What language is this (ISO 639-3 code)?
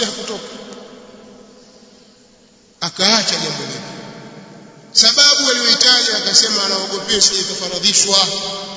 swa